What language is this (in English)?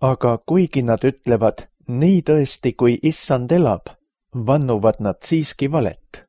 Estonian